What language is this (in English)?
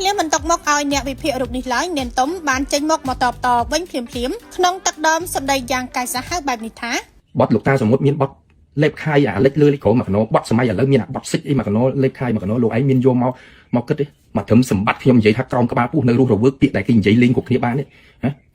Khmer